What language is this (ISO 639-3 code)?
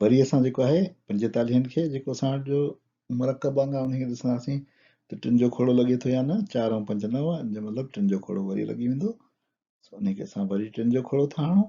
snd